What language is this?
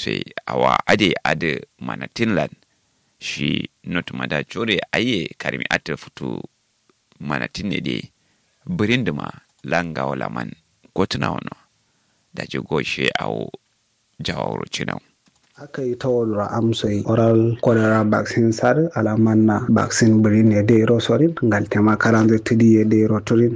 Kanuri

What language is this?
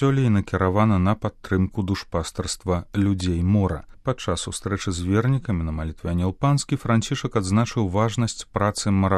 Belarusian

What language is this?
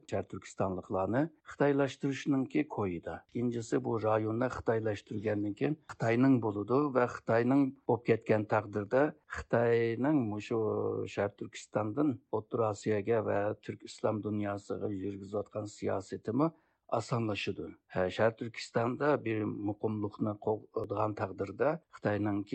Uyghur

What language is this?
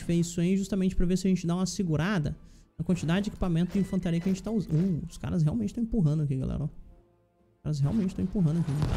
Portuguese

